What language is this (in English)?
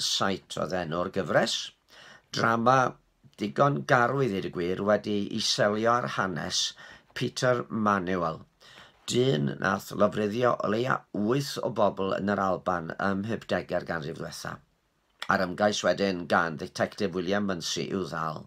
Welsh